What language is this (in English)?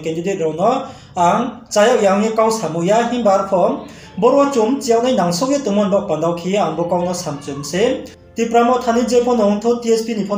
Riang (India)